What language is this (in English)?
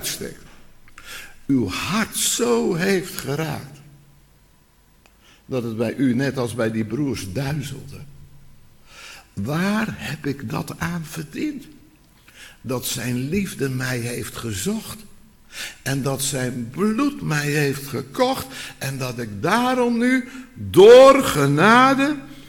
Dutch